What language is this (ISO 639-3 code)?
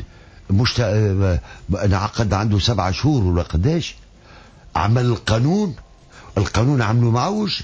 aeb